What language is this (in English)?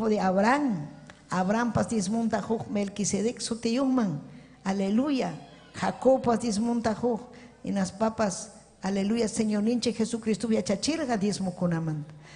Ayacucho Quechua